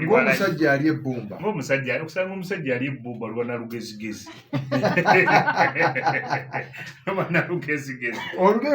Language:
Ganda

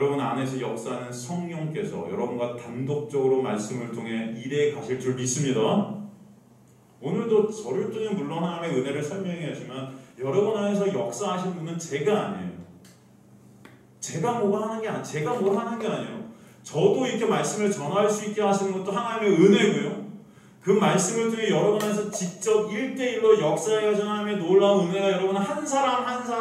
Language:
Korean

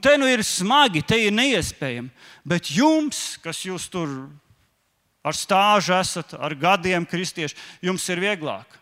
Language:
Latvian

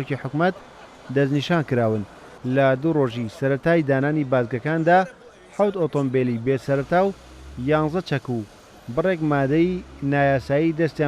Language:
Central Kurdish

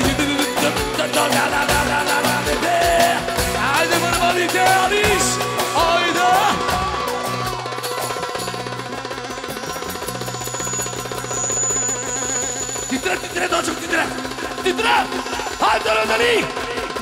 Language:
Turkish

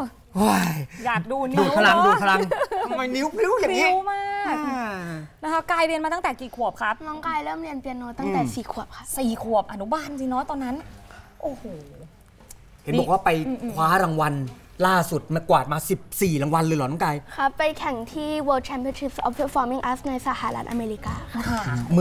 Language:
Thai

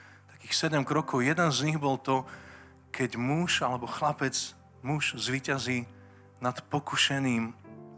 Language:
Slovak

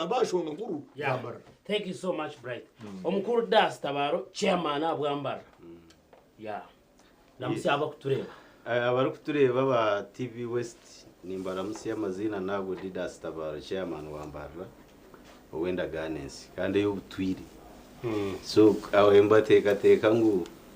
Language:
Nyankole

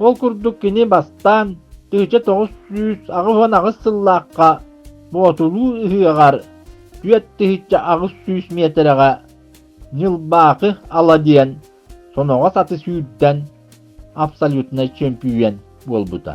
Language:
Yakut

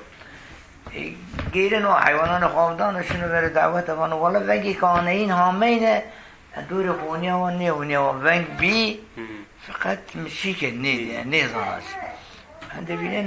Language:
Zaza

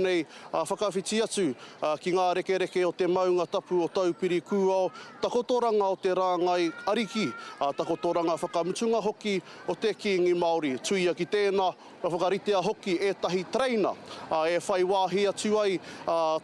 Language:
Māori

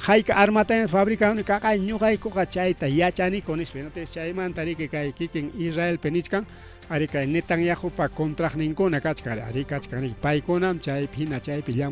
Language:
Ayacucho Quechua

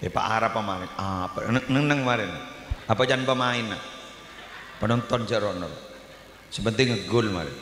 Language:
Madurese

